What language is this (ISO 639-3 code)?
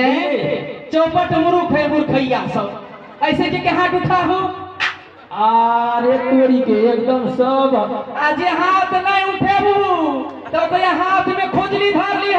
mai